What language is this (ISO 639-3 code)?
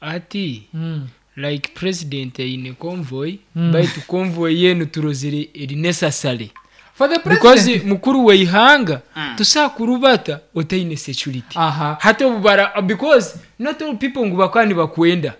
nyn